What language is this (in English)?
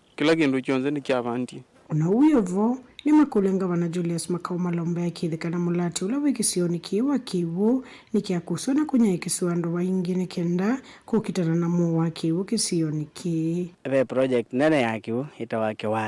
Kamba